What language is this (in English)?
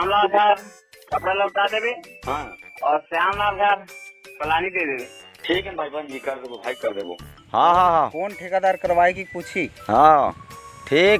Chhattisgarhi